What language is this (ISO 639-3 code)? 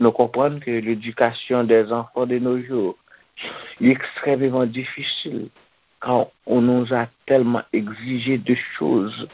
hat